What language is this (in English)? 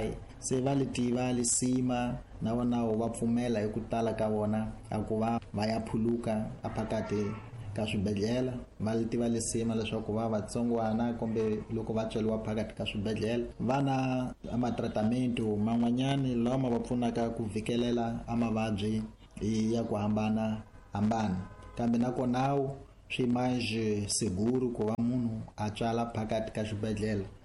Tsonga